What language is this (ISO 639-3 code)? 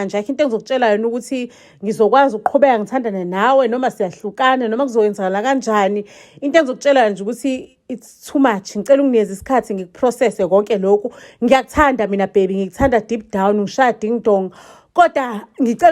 zul